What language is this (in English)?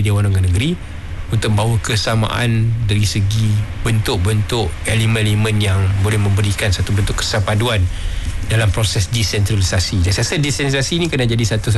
Malay